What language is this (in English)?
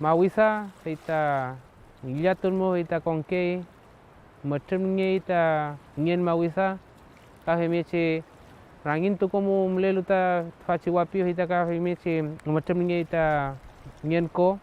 Mapuche